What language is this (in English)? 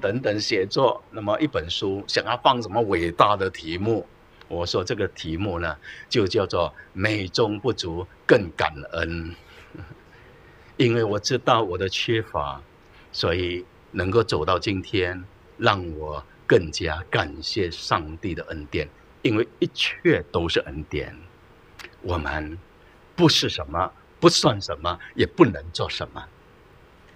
Chinese